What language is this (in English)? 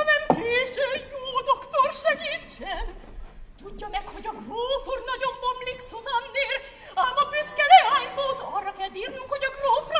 Hungarian